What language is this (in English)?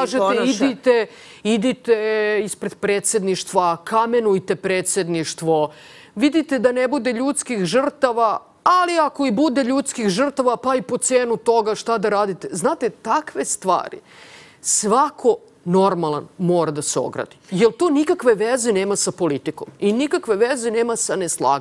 Serbian